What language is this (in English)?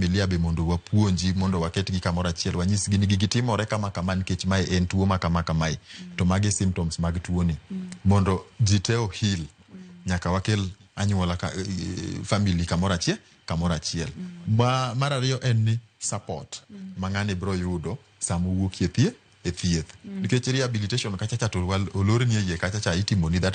Luo (Kenya and Tanzania)